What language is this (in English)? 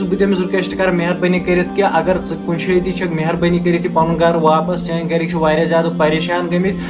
Kashmiri